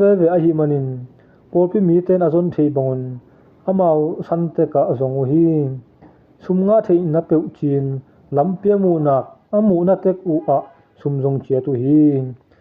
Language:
Tedim Chin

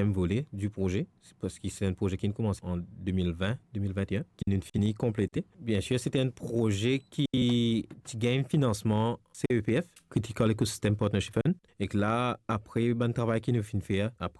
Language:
Morisyen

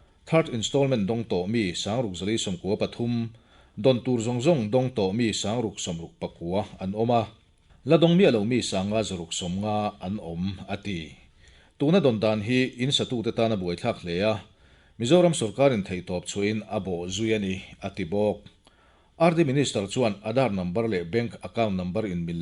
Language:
Mizo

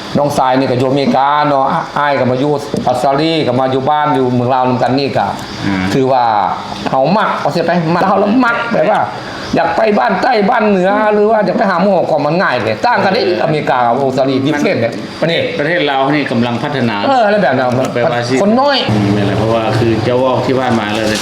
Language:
Lao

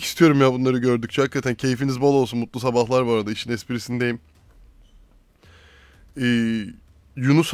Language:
Turkish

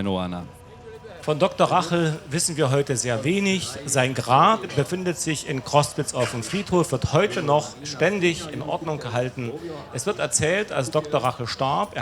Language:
Upper Sorbian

